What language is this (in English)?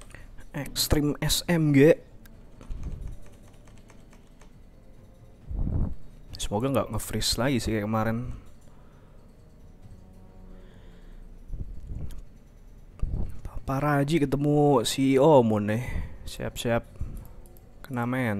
Indonesian